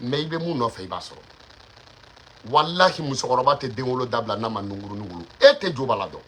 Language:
Bambara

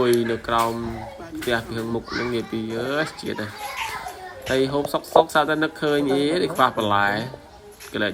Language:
Khmer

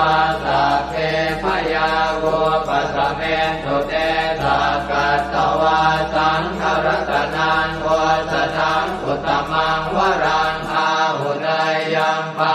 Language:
Pali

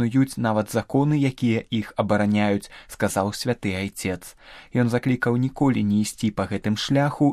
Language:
Belarusian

